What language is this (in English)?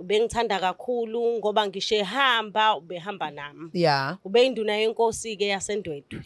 Zulu